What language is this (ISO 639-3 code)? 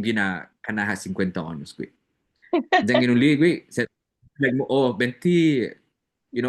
cha